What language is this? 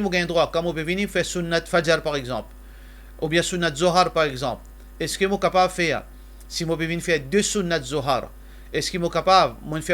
Morisyen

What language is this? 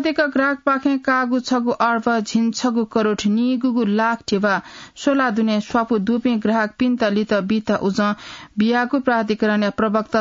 Newari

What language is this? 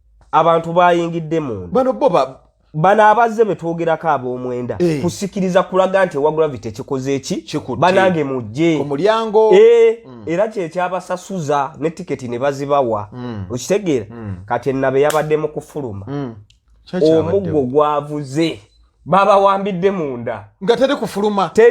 Ganda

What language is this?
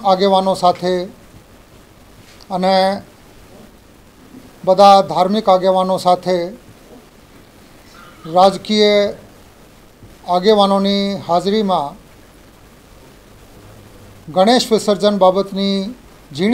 Gujarati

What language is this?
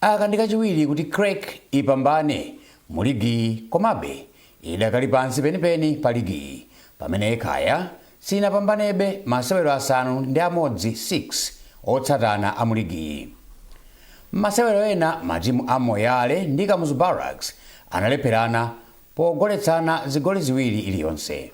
Nyanja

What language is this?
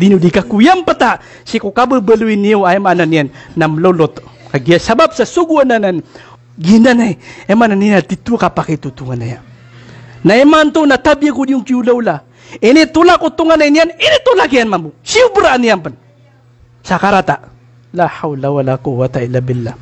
Maranao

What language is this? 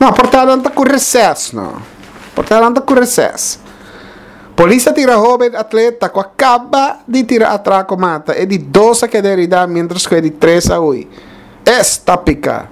Papiamento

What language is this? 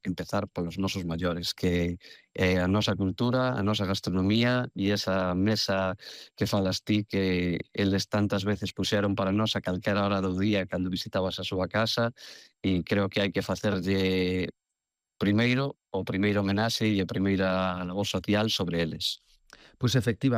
Galician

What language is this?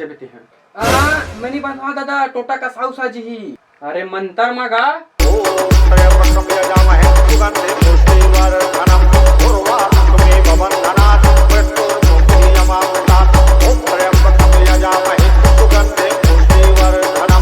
Chhattisgarhi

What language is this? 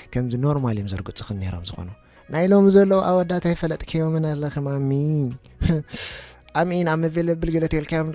Tigrinya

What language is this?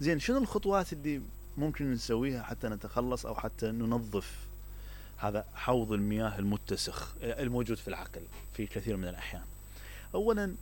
Mesopotamian Arabic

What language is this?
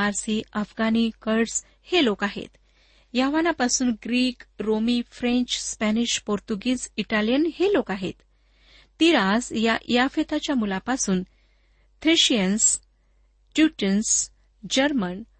Marathi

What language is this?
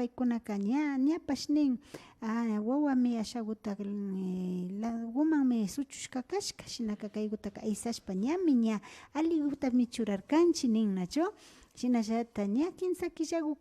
Imbabura Highland Quichua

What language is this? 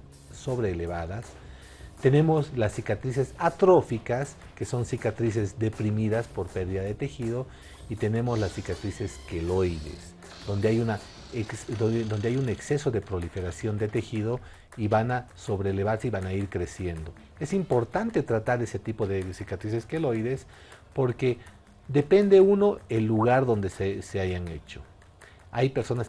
Spanish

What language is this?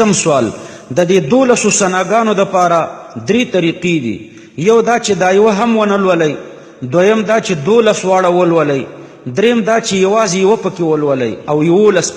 Pashto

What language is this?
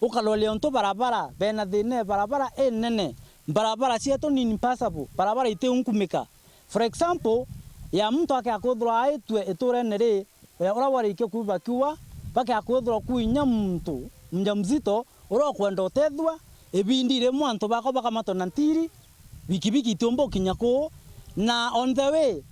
Meru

